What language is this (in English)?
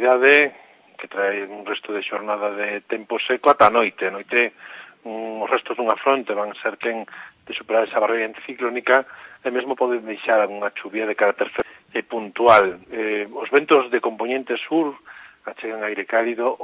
Galician